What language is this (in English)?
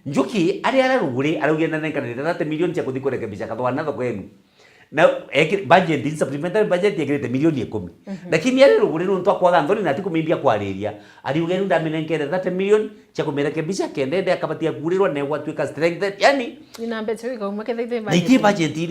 Meru